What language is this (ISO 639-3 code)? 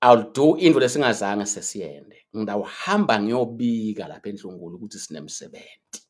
ssw